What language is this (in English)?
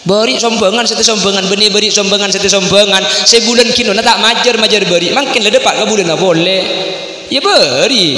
Madurese